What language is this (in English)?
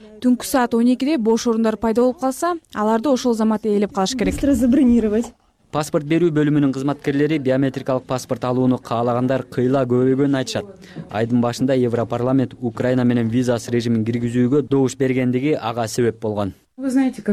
Kyrgyz